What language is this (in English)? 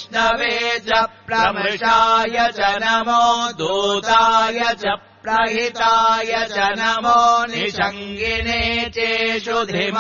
Sanskrit